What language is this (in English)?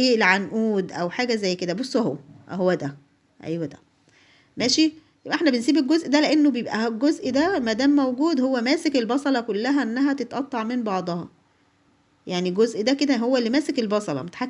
Egyptian Arabic